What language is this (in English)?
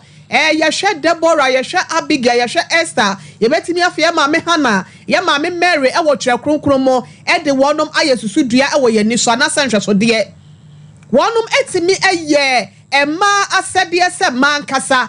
Akan